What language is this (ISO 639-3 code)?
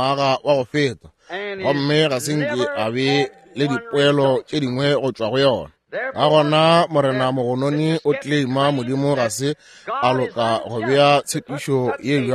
nso